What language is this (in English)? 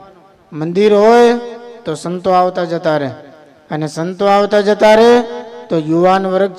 Gujarati